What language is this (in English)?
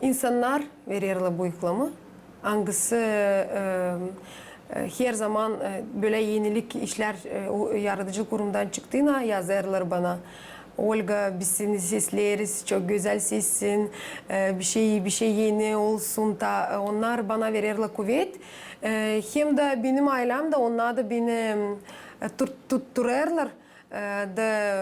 Gagauz